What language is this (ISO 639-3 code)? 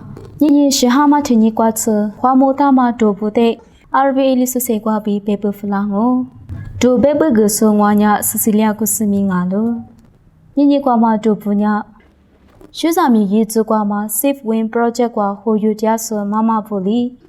lis